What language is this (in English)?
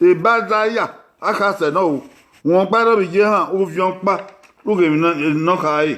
Bini